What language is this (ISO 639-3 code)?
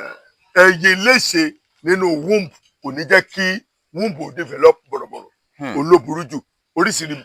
yor